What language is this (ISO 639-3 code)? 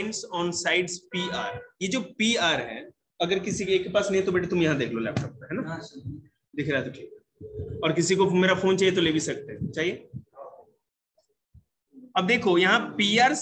hin